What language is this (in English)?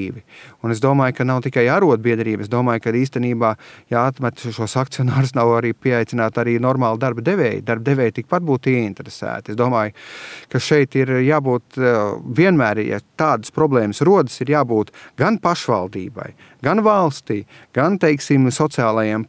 Latvian